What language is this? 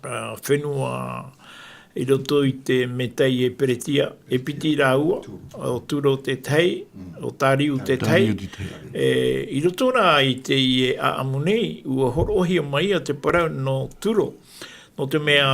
Tahitian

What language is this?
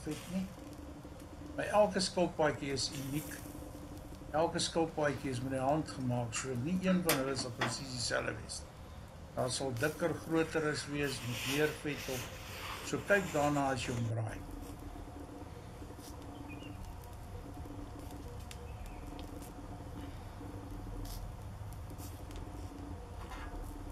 Afrikaans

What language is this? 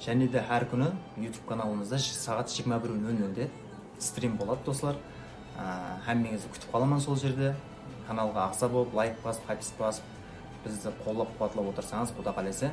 Kara-Kalpak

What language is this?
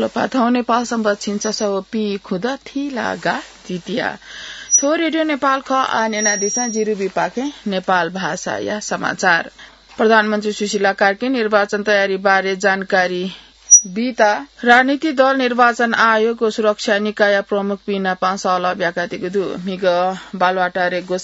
Newari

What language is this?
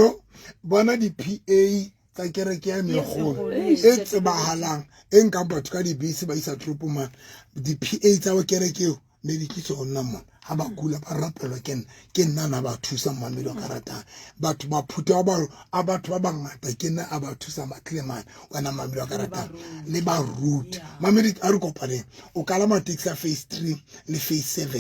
Southern Sotho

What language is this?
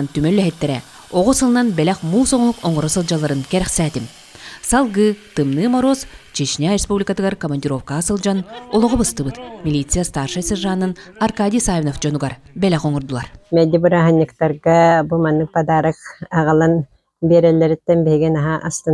Yakut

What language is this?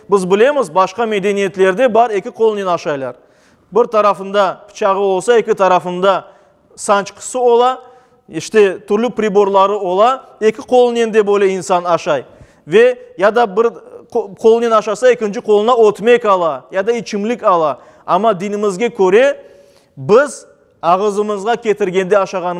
Crimean Tatar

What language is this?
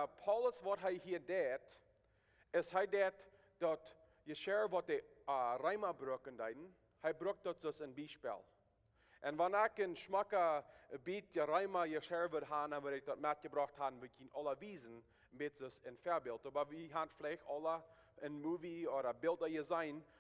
Plautdietsch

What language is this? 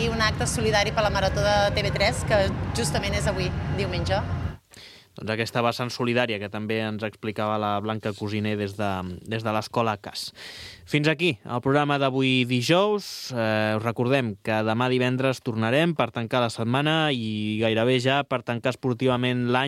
Catalan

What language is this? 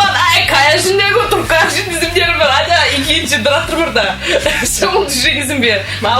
Chuvash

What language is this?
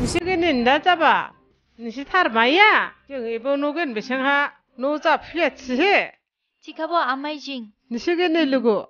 Dimasa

